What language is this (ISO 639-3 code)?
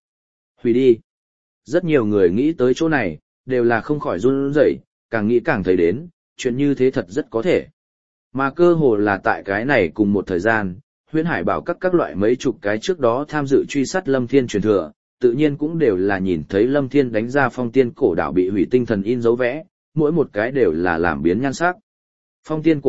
vie